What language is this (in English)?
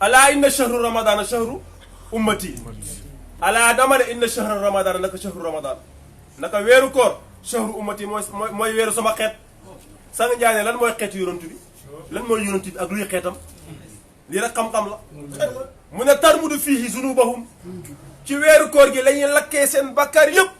Wolof